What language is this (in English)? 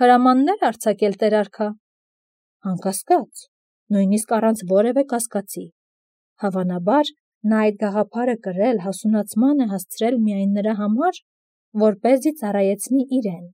Armenian